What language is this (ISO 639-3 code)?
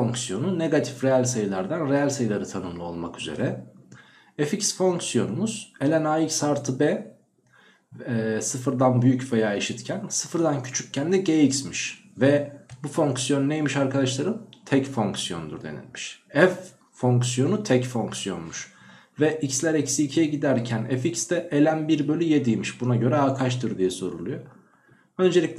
tur